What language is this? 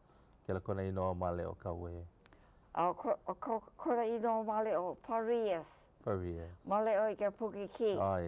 Hawaiian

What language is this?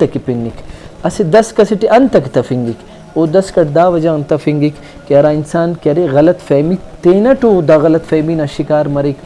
Brahui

